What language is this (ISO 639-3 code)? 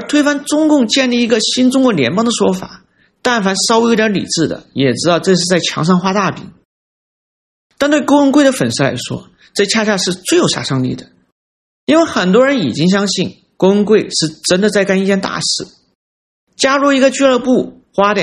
zho